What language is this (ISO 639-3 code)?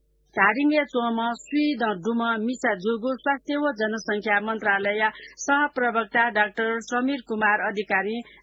new